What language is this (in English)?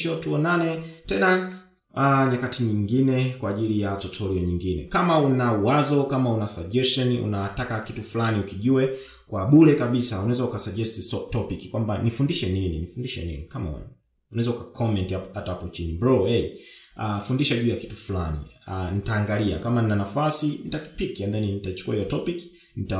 Swahili